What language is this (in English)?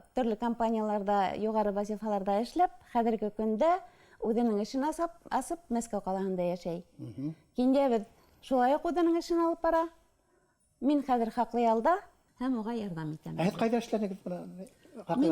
Bashkir